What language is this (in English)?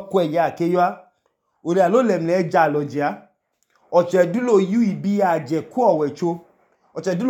Idoma